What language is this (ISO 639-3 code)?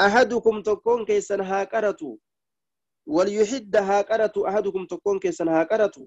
orm